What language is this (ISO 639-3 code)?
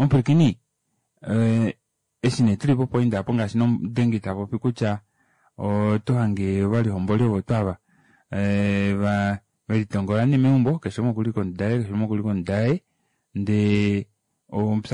kua